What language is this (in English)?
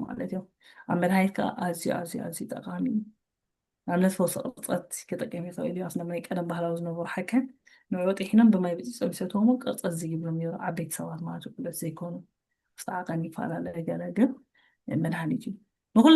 Tigrinya